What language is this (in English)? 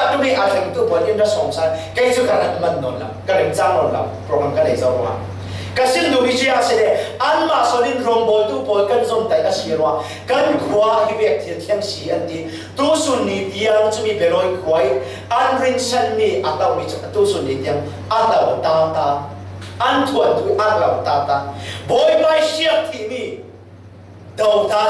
Falam Chin